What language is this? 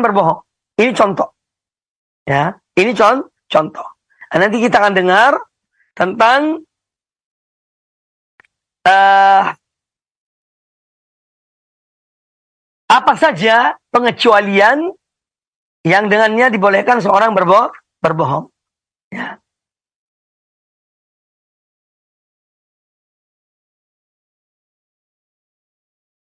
Indonesian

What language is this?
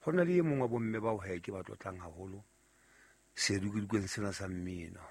Southern Sotho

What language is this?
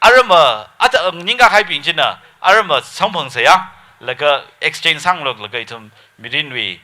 Tangkhul Naga (India)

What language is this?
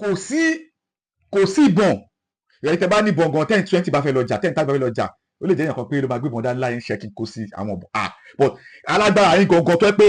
Yoruba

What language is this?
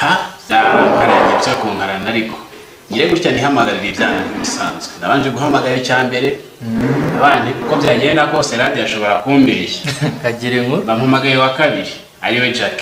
Kinyarwanda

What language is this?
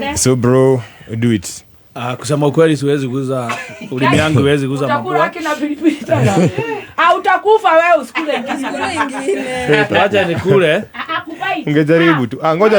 Kikuyu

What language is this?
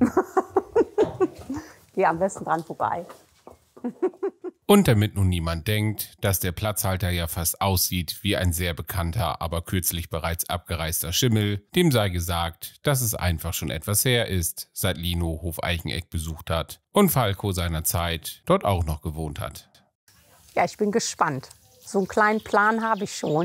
German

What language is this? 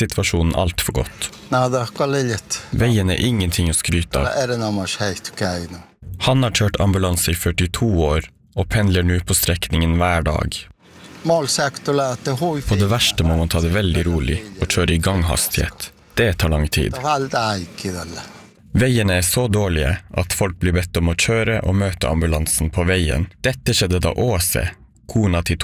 Norwegian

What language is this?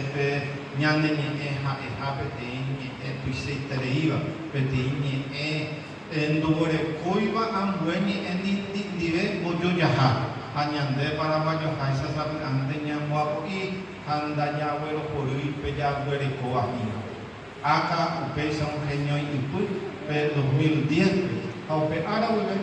Guarani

